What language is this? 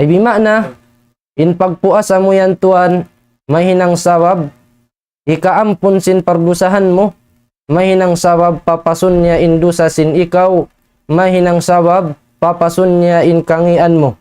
Tausug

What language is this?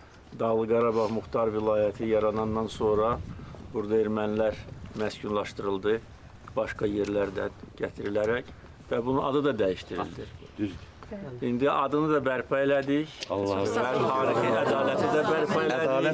Azerbaijani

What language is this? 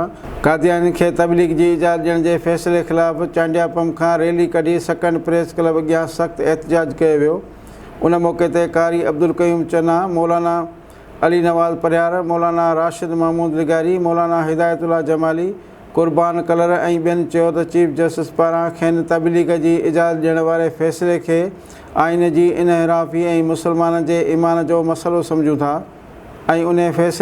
Sindhi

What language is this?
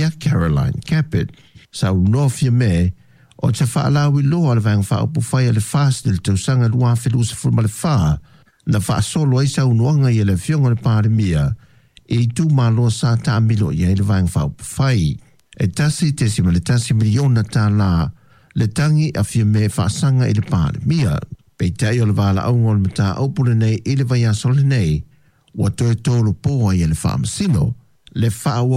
Samoan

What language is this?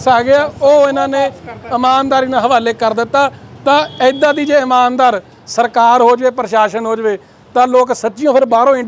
Punjabi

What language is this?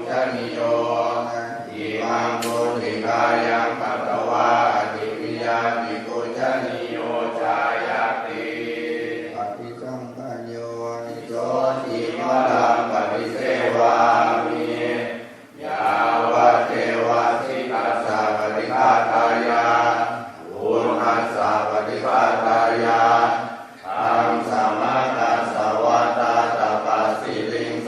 Pali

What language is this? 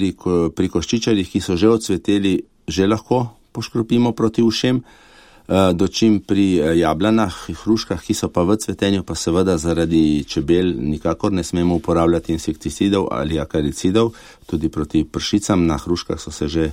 Slovenian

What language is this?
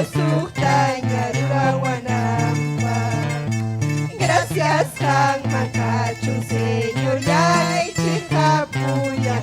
Ayacucho Quechua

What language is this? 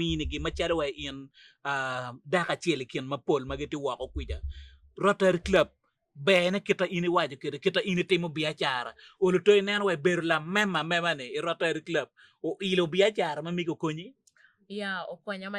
Acoli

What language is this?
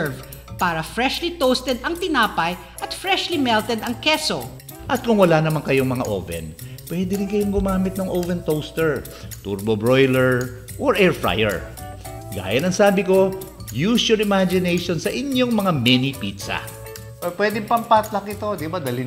Filipino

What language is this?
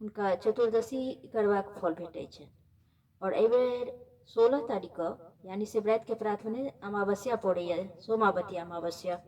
Maithili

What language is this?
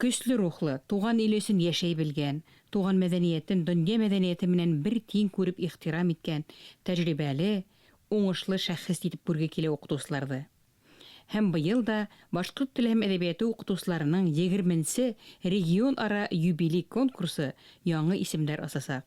Bashkir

